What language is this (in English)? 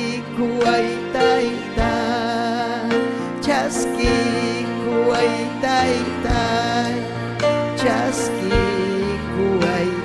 Ayacucho Quechua